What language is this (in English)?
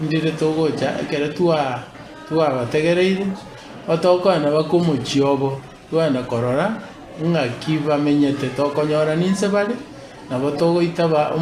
Gusii